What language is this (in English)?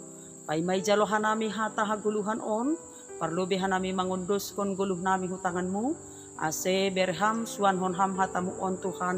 Batak Simalungun